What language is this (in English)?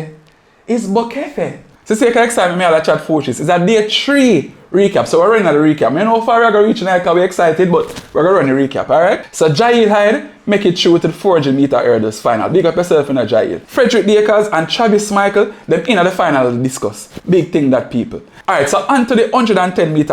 Jamaican Creole English